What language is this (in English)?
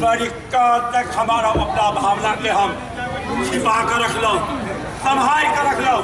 Maithili